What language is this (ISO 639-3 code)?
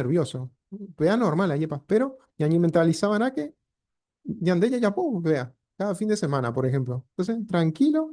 grn